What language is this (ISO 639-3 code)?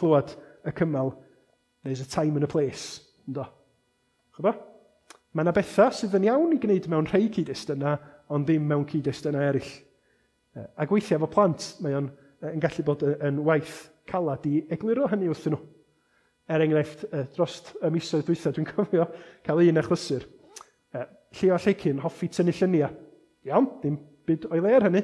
cym